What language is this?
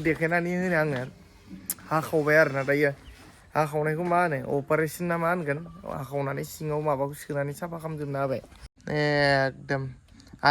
Bodo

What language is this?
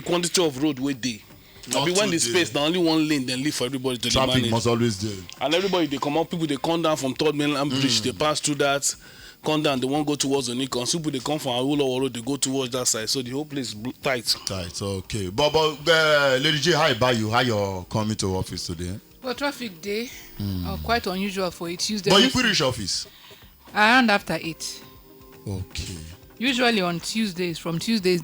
Nigerian Pidgin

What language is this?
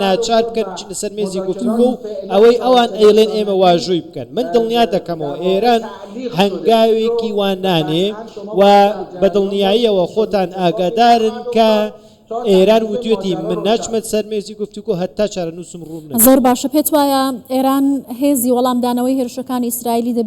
Central Kurdish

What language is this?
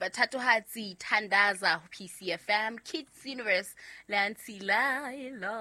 Southern Sotho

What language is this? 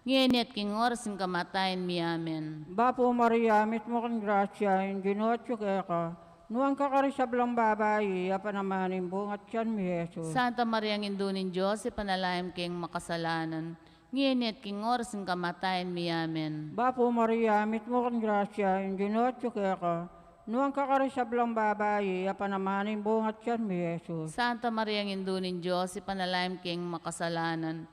Pampanga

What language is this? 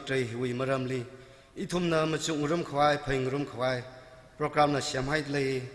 Tangkhul Naga (India)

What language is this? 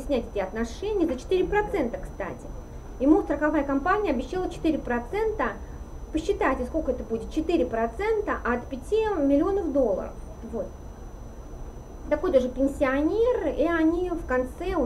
Russian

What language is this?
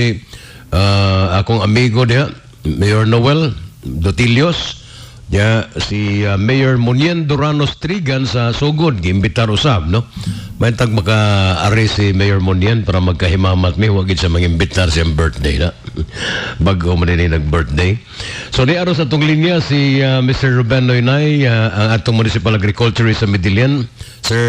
Cebuano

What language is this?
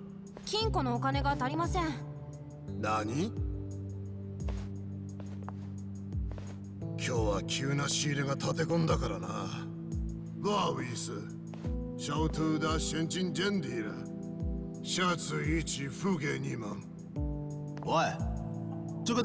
Japanese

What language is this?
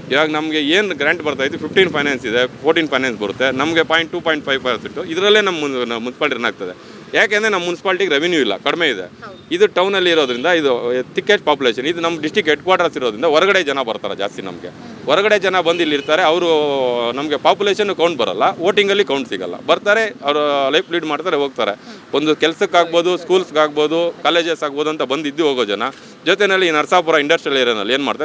Kannada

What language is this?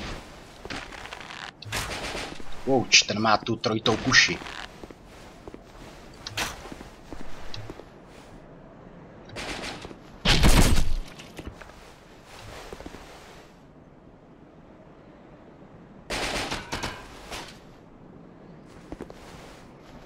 Czech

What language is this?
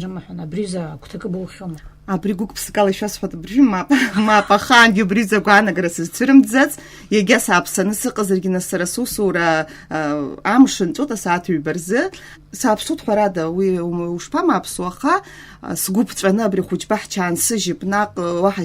Abkhazian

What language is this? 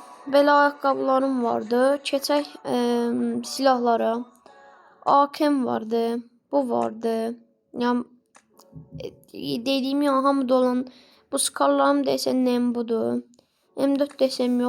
Azerbaijani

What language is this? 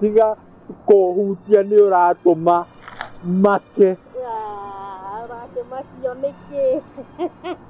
Kikuyu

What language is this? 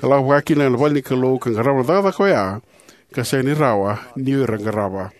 Fijian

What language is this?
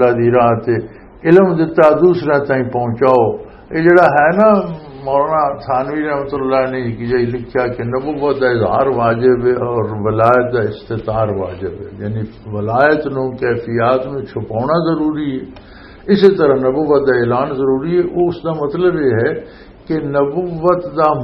Western Panjabi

